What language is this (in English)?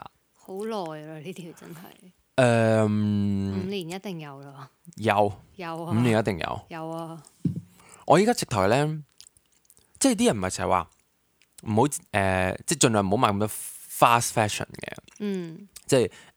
Cantonese